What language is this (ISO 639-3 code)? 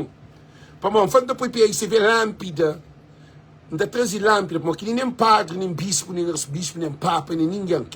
kea